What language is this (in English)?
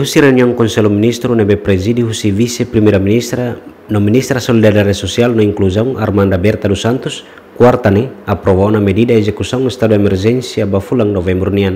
Tetum